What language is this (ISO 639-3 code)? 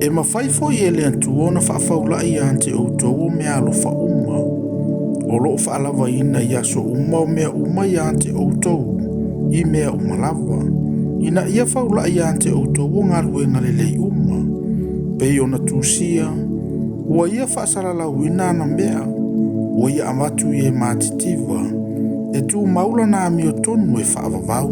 smo